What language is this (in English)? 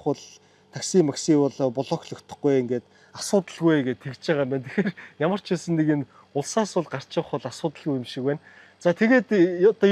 Mongolian